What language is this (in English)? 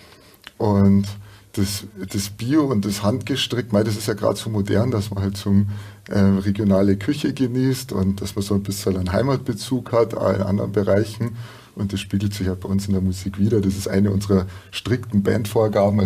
Bavarian